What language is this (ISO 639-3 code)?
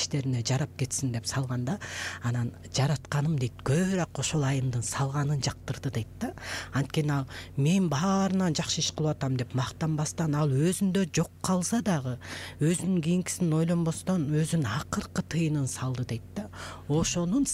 kir